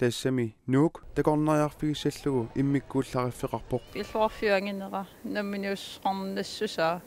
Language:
Kalaallisut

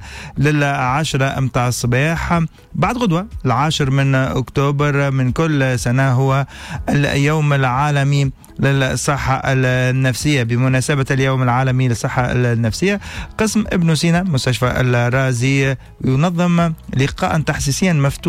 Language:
Tunisian Arabic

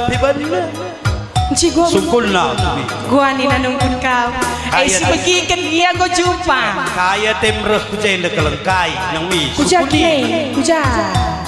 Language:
Batak Karo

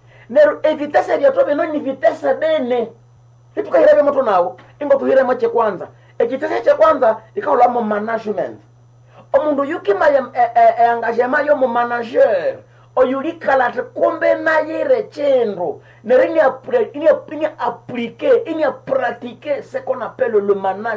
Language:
Nande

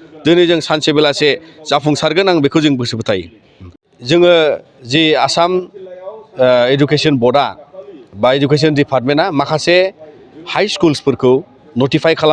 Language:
Bodo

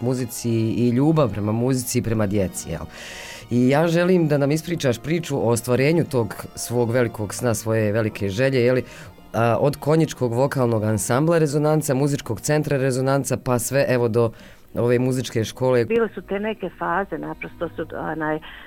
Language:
Bosnian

